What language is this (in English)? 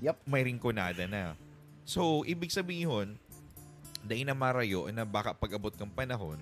Bikol